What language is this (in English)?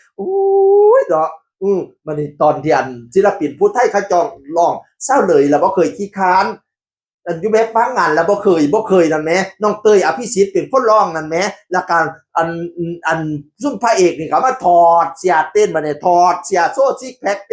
Northeastern Thai